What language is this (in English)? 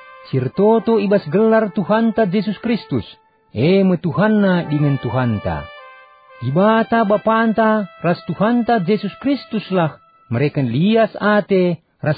Batak Karo